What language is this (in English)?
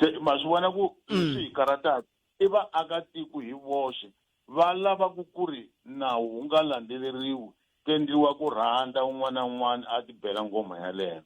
Tsonga